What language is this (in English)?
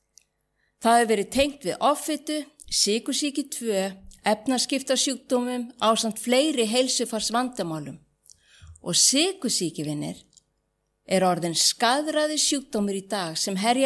Icelandic